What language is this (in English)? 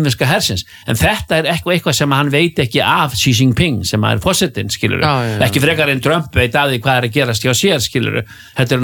Icelandic